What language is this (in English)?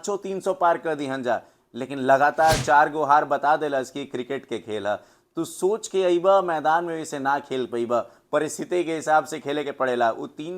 Bhojpuri